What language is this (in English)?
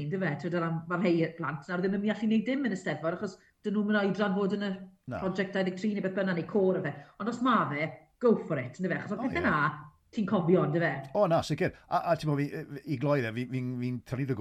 Welsh